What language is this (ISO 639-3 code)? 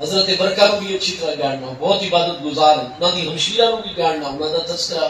skr